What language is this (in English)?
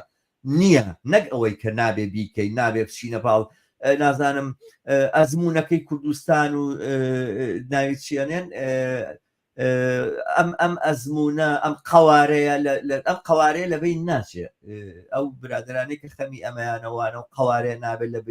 Central Kurdish